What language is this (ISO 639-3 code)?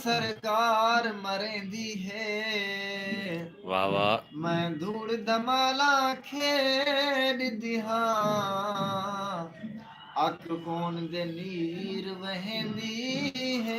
skr